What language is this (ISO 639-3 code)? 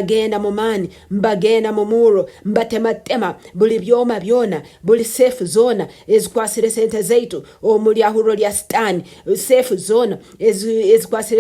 nyo